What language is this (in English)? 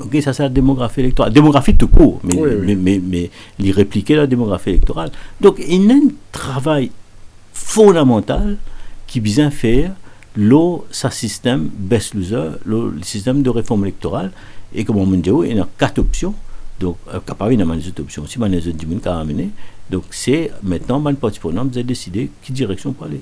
Morisyen